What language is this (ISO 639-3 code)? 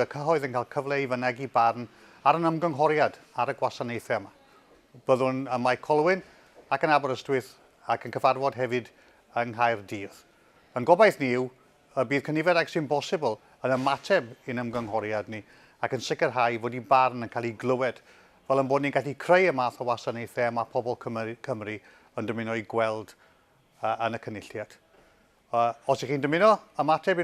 cym